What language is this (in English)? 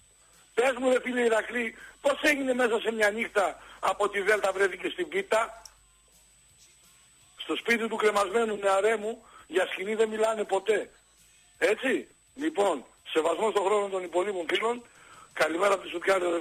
Greek